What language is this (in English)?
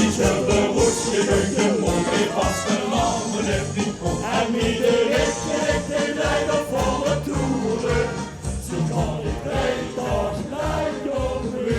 Limburgish